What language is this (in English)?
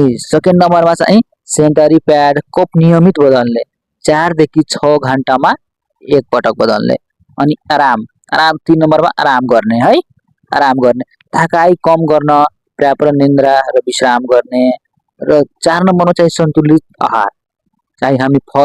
Nepali